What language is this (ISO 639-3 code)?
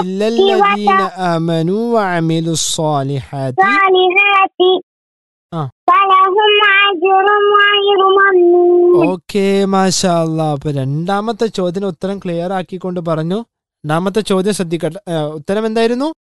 mal